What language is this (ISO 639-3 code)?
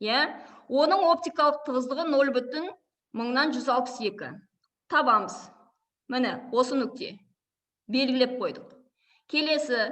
kaz